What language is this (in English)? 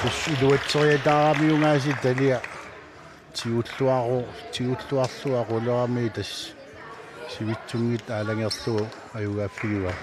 Kalaallisut